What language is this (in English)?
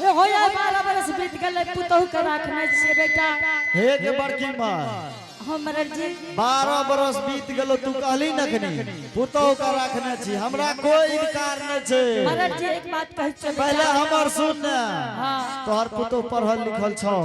Angika